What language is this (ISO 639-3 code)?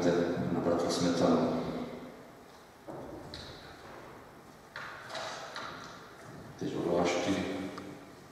ces